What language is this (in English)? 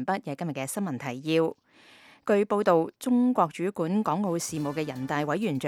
Cantonese